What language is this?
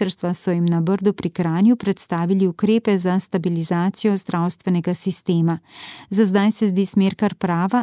Slovenian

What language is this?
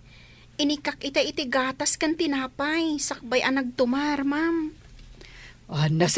Iloko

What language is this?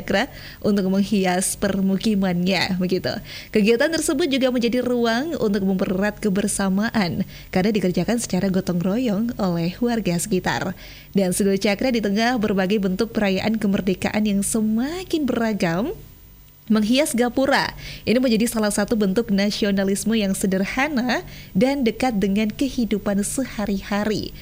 Indonesian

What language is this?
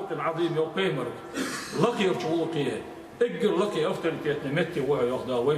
Ingush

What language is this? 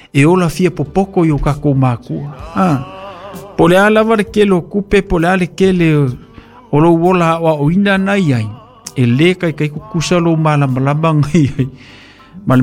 Samoan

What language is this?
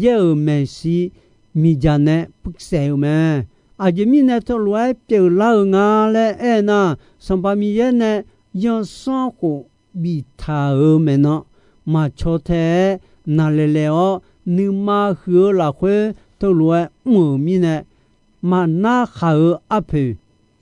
Akha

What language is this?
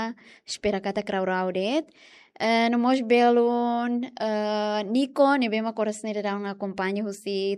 Tetum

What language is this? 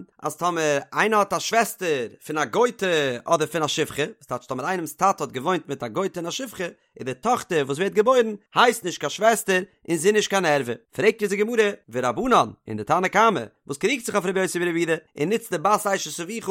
Yiddish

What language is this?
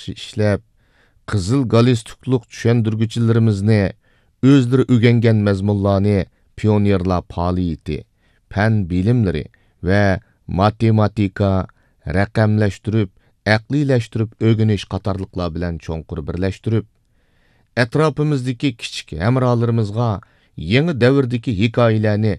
Uyghur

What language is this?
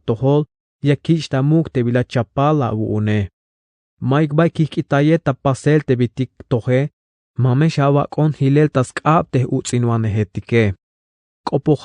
Tzeltal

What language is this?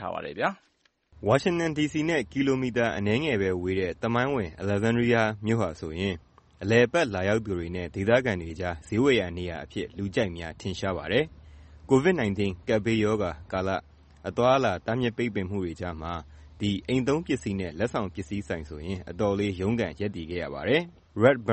Burmese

